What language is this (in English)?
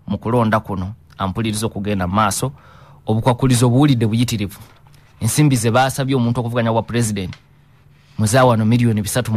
Ganda